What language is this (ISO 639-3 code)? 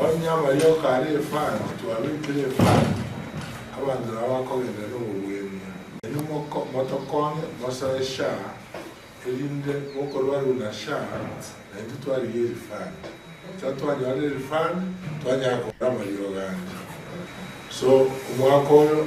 guz